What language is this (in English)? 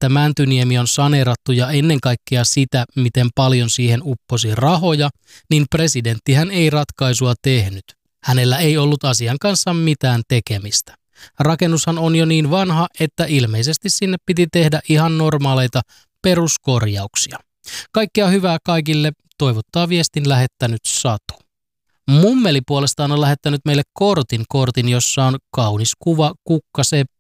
Finnish